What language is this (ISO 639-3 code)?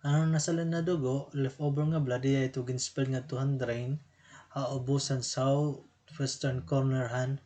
war